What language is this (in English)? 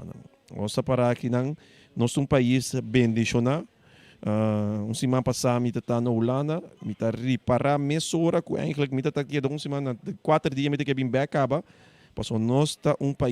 Papiamento